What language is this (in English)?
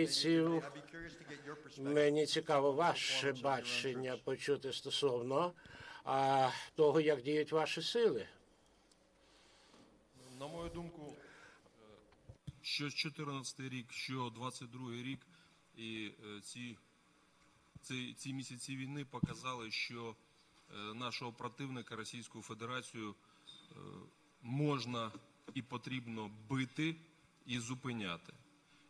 Ukrainian